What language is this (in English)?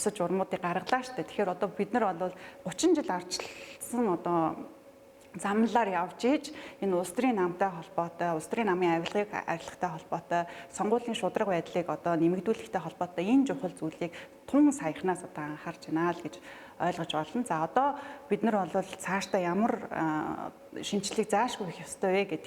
Mongolian